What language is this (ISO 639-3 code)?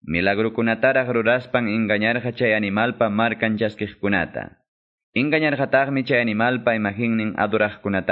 que